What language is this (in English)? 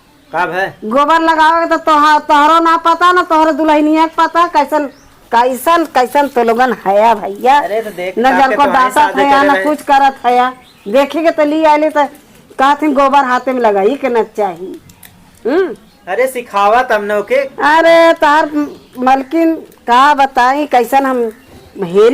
Awadhi